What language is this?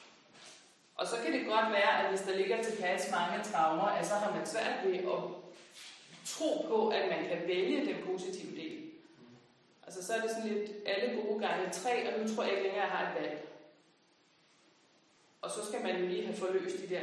Danish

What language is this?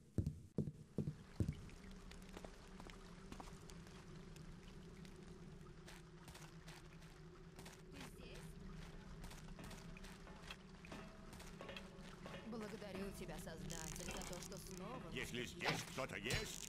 Russian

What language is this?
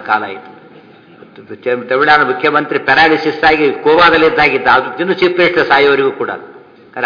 Kannada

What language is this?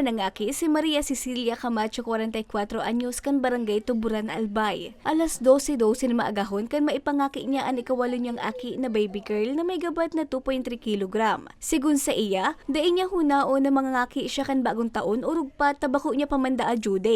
Bikol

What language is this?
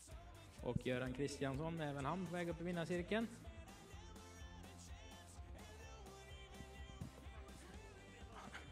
Swedish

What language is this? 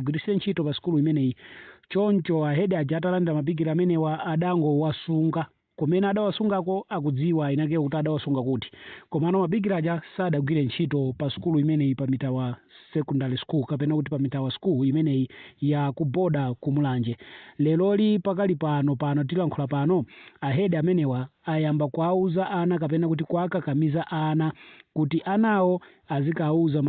Nyanja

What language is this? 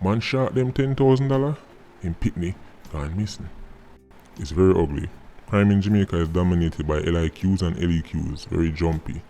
Jamaican Creole English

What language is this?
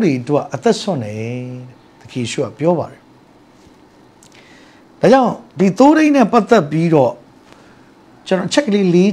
Burmese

